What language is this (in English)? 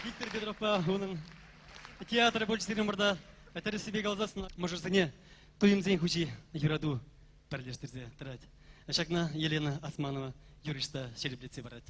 Chuvash